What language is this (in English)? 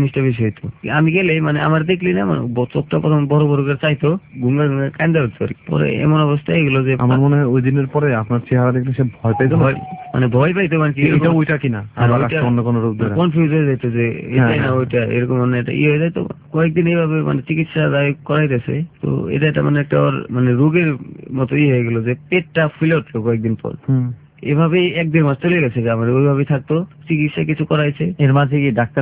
Bangla